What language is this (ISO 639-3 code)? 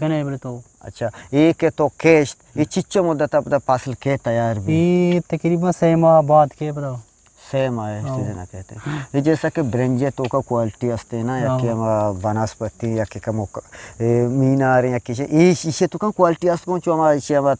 bgp